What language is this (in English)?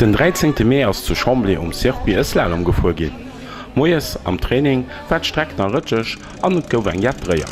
Luxembourgish